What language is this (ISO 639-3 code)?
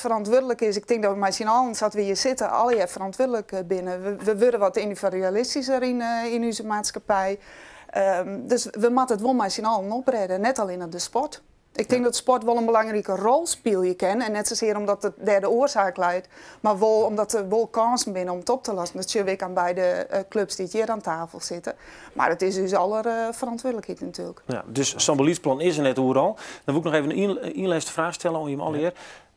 fry